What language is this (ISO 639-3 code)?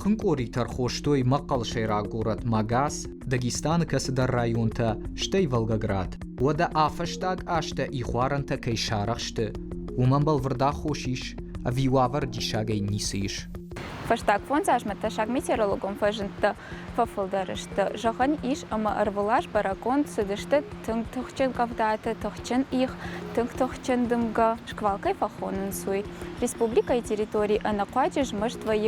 oss